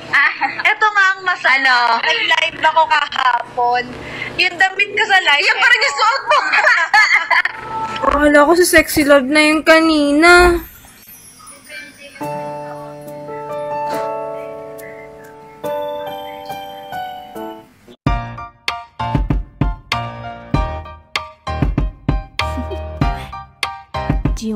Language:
Filipino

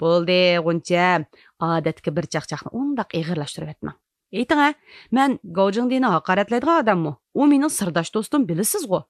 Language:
Uyghur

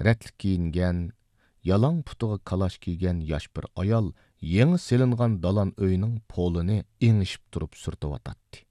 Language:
Uyghur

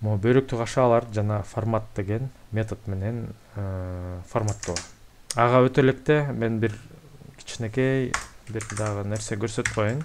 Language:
Kyrgyz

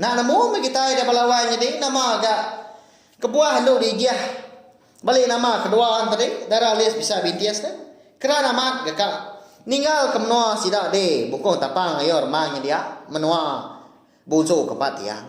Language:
Iban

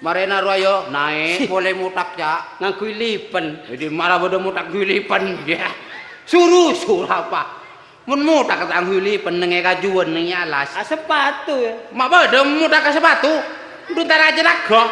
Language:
Madurese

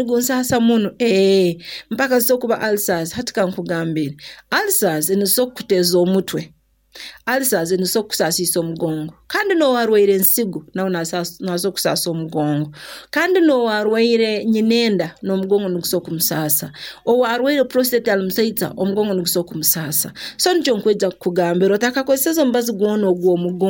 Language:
Nyoro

